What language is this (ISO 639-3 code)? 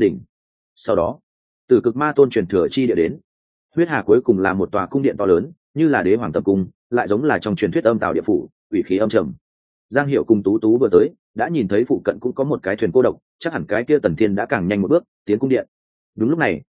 vie